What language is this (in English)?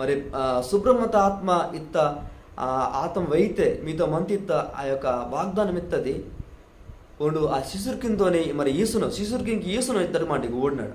Koya